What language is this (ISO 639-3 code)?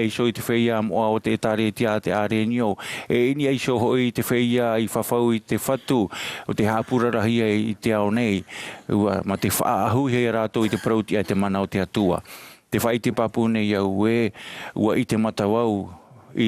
tah